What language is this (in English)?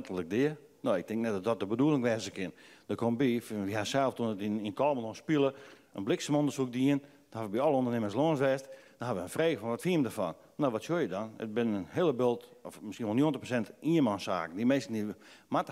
Western Frisian